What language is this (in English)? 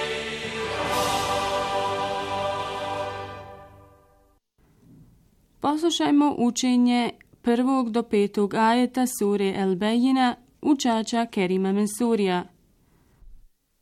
Bosnian